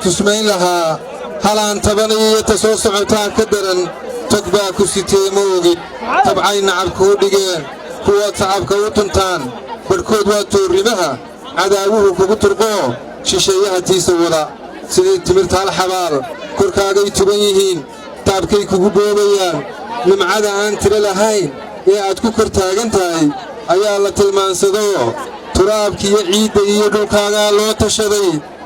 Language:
Somali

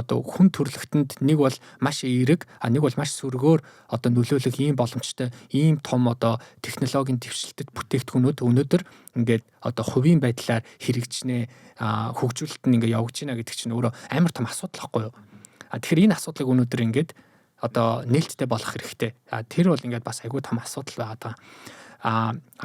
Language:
Mongolian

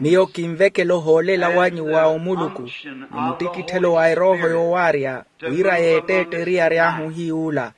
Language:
Makhuwa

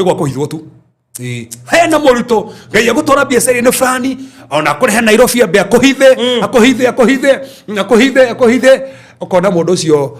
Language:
Kikuyu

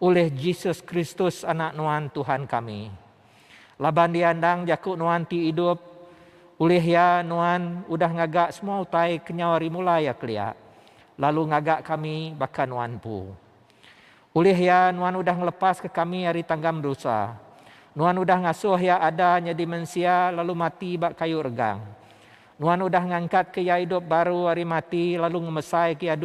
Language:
Iban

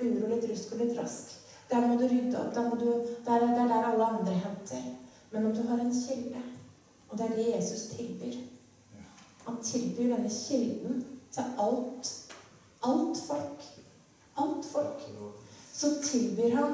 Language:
Norwegian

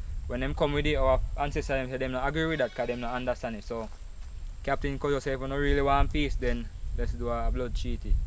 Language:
Jamaican Creole English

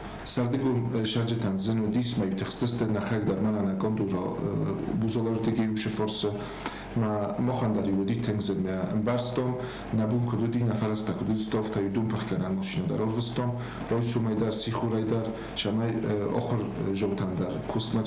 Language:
Ossetic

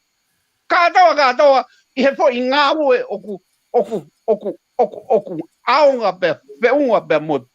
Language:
Tongan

